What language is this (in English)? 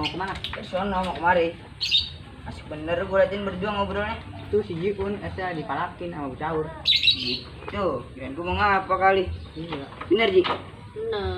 Betawi